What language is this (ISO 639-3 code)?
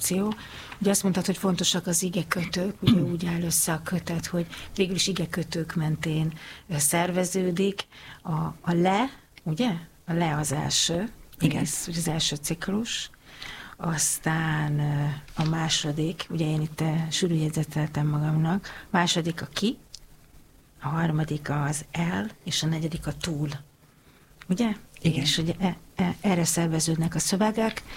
hun